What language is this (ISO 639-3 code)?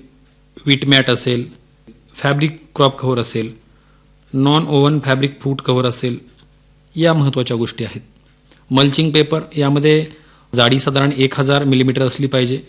mar